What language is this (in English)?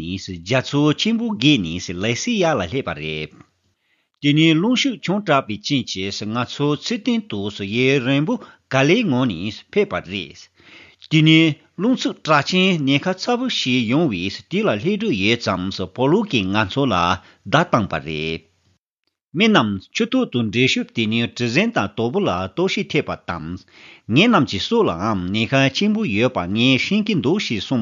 Tibetan